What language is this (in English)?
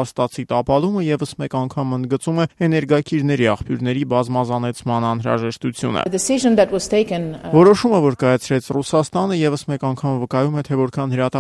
Armenian